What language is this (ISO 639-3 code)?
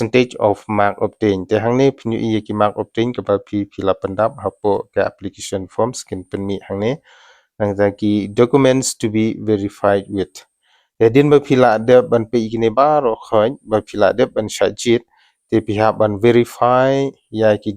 kha